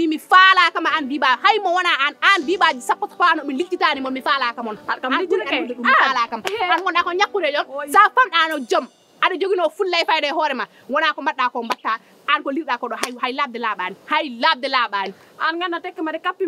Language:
Fula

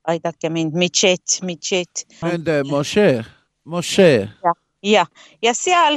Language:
Estonian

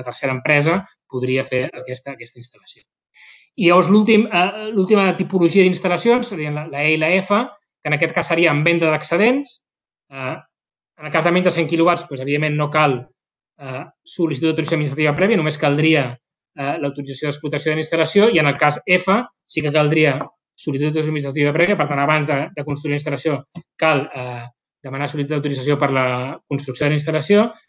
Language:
Catalan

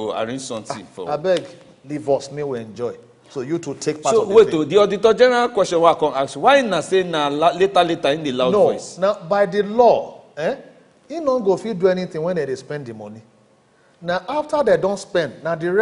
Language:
Nigerian Pidgin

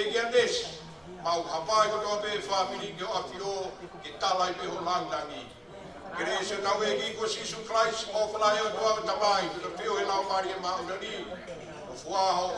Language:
Tongan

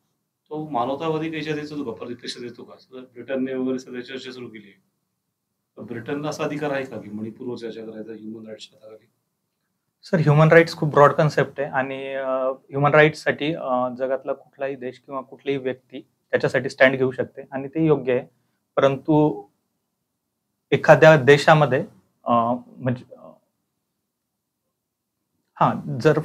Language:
Marathi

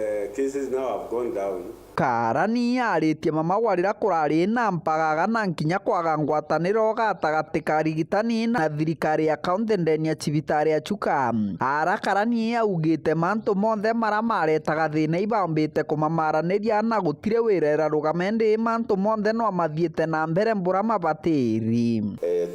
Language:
Meru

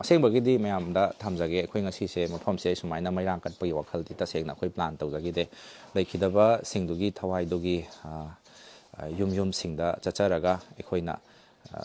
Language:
Manipuri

